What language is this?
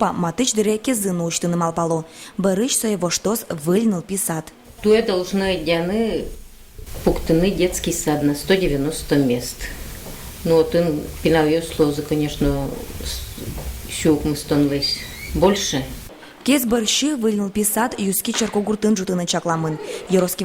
Udmurt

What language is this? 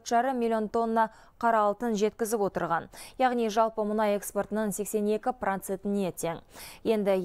Kazakh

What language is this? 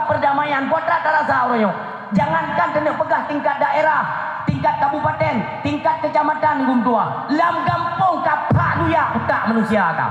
Achinese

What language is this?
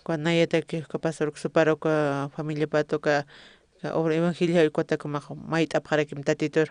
Aymara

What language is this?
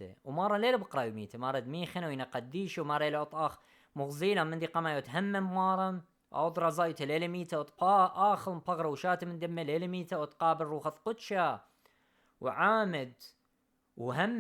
Assyrian Neo-Aramaic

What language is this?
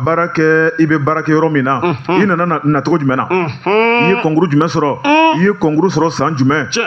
Bambara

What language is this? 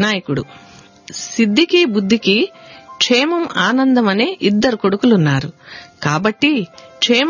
Telugu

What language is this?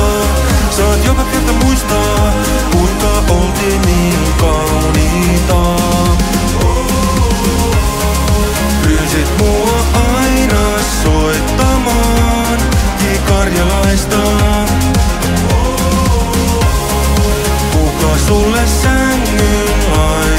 Finnish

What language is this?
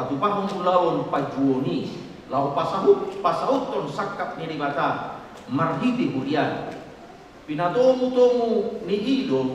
Batak Toba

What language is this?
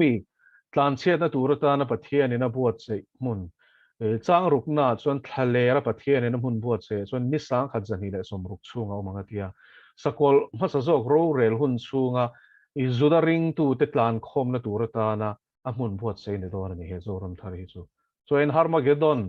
Mizo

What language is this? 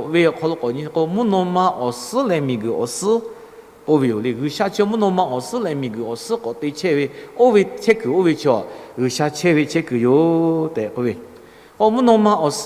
Lahu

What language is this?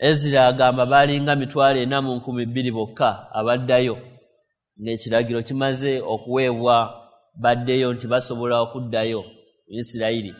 Ganda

